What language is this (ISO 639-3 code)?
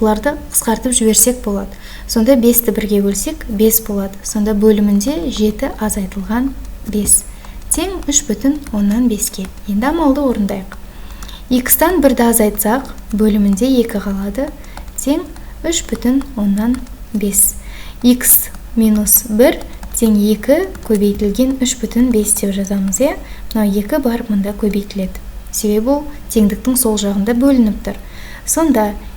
kaz